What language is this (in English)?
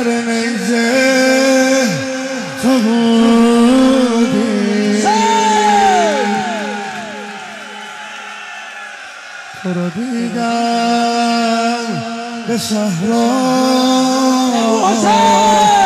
Persian